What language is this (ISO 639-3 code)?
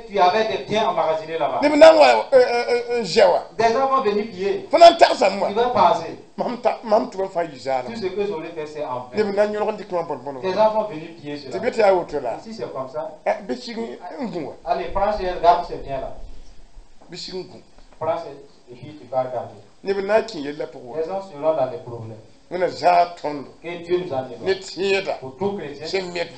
mos